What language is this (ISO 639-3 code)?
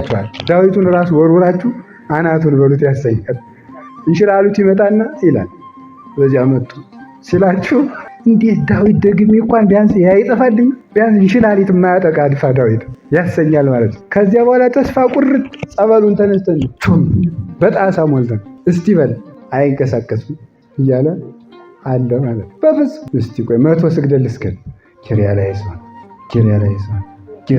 amh